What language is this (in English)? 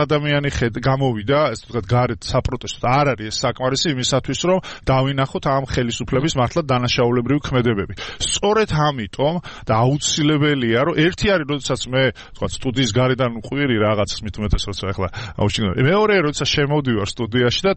Georgian